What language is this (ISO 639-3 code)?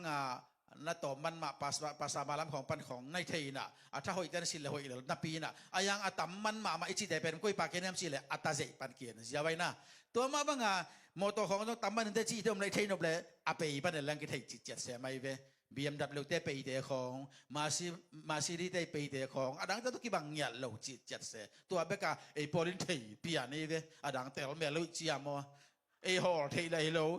ctd